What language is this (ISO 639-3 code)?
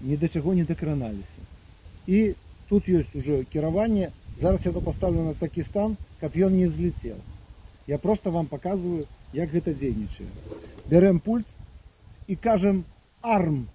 bel